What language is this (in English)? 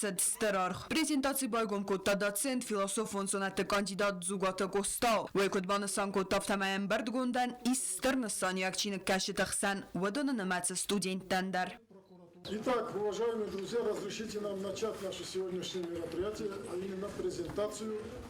Ossetic